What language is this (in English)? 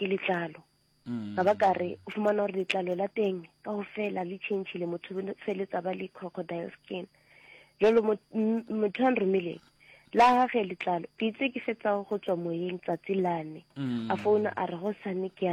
Northern Sotho